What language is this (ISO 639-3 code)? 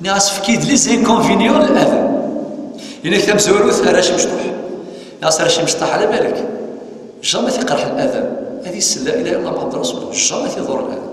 kab